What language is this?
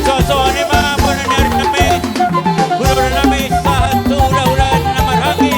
Batak Toba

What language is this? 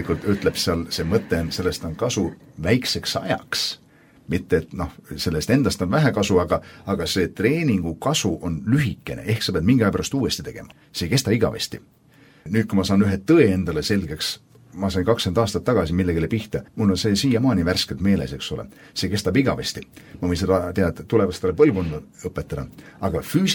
Estonian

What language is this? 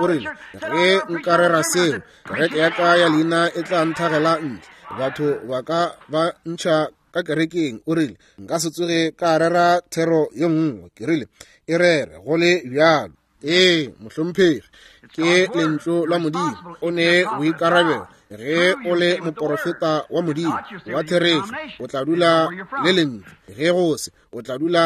Northern Sotho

